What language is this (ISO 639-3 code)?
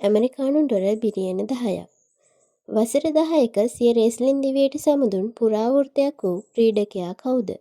sin